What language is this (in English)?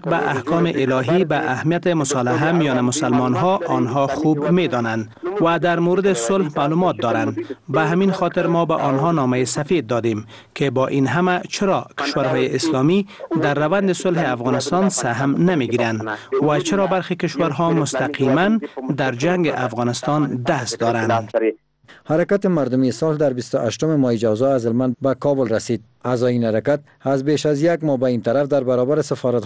Persian